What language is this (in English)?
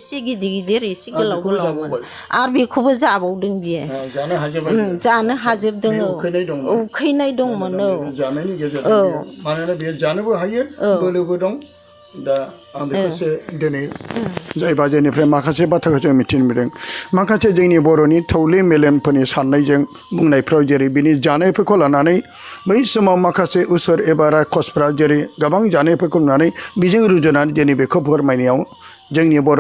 Bodo